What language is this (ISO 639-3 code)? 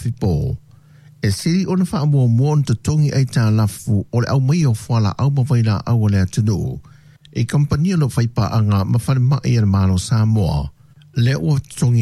smo